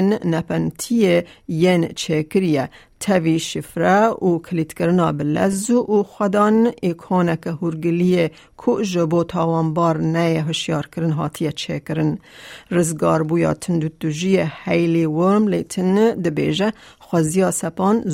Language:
Kurdish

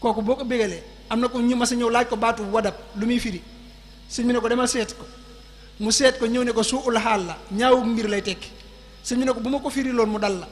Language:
Wolof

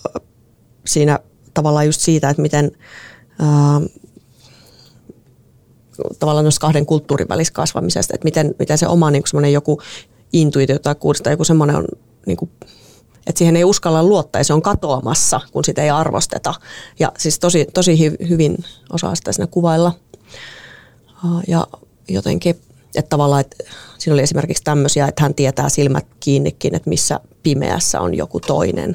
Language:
Finnish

